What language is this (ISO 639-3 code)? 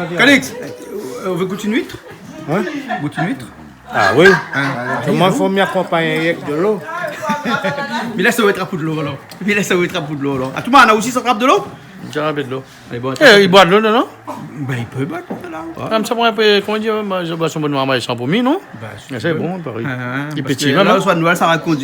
rcf